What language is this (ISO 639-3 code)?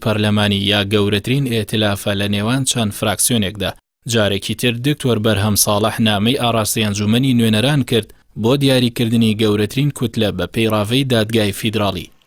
ckb